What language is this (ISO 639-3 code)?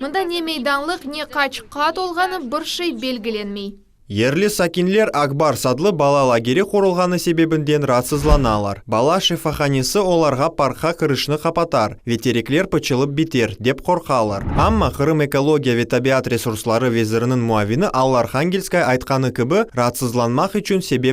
crh